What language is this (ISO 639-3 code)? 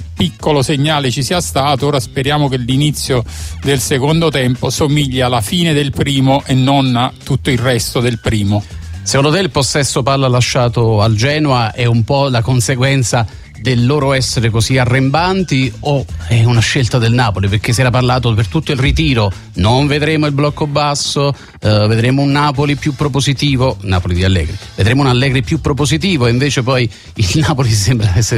ita